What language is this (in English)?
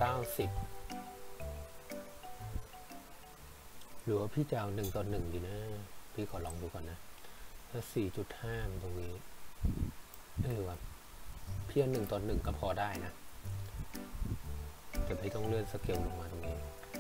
Thai